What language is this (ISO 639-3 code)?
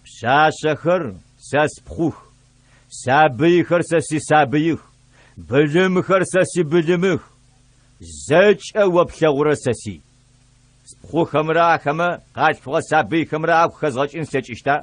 ady